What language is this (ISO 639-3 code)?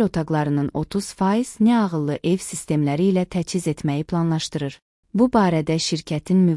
aze